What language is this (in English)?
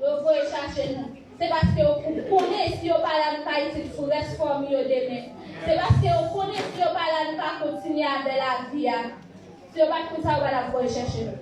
Haitian Creole